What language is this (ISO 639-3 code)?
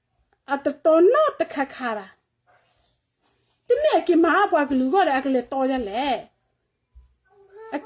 ksw